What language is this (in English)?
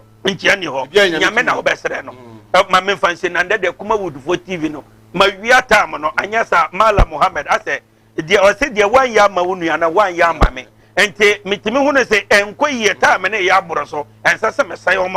Akan